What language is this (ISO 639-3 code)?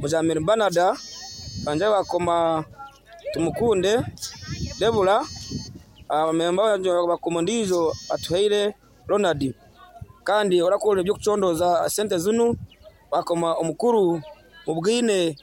nyo